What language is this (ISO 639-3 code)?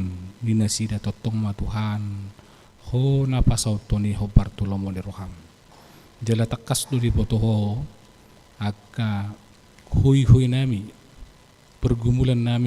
bbc